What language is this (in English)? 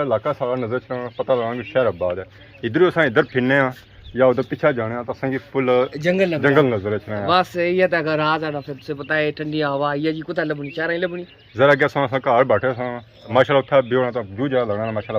Pahari-Potwari